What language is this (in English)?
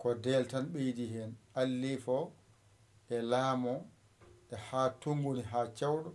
Fula